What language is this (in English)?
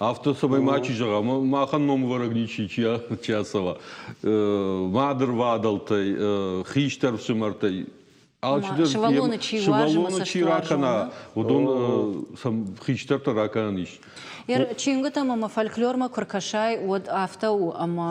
Ossetic